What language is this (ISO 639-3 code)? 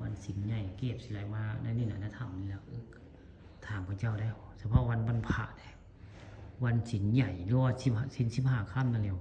tts